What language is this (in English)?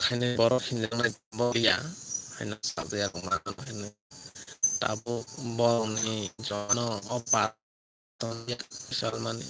Kok Borok